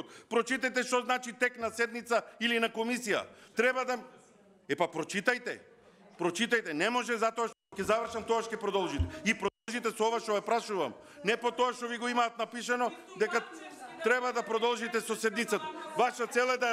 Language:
Macedonian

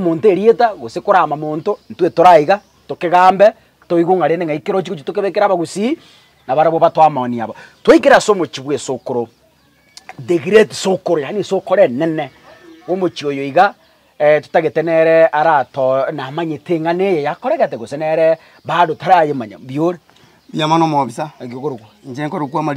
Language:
Gusii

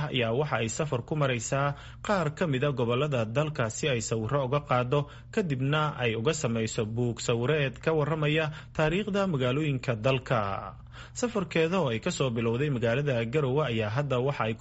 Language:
Somali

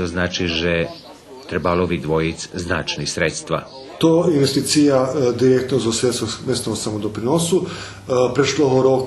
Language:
Rusyn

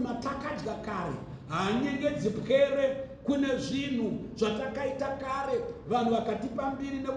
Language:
Shona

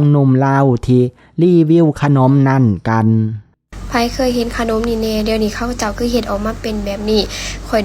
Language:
Lao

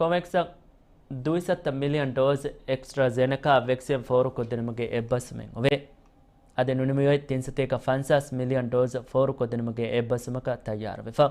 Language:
Divehi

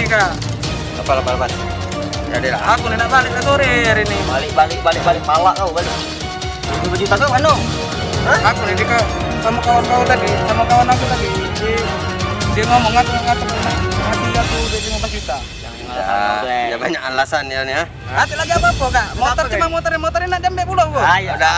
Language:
Musi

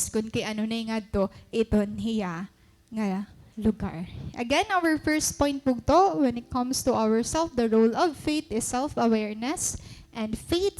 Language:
Waray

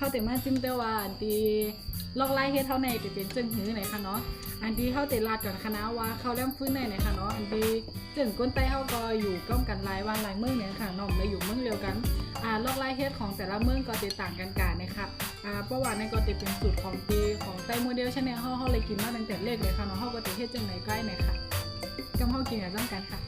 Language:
Shan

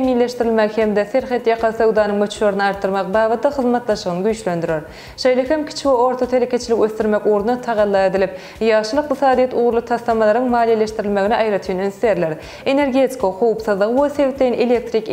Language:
Turkmen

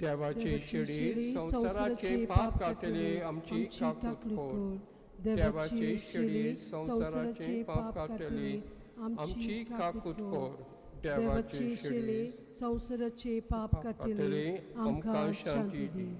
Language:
Konkani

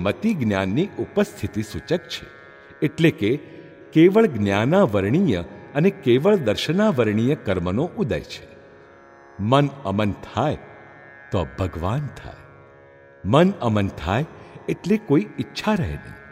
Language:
Gujarati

